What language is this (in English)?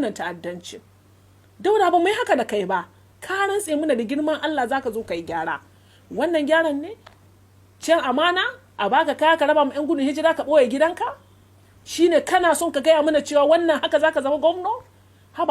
Hausa